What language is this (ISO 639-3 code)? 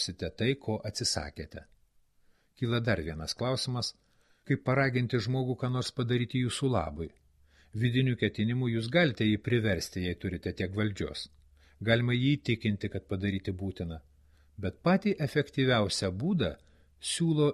lit